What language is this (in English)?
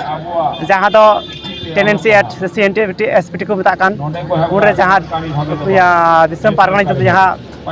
Santali